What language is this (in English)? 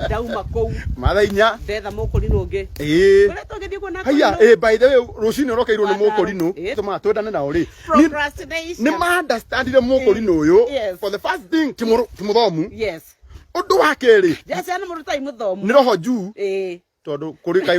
Kikuyu